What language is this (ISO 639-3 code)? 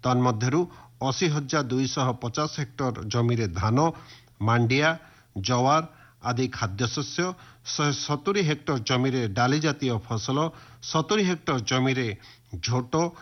ori